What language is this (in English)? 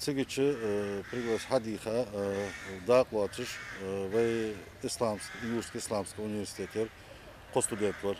Ingush